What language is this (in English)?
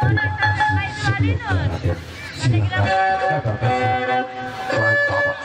Sasak